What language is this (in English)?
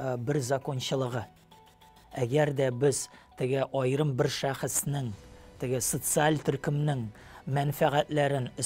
Tatar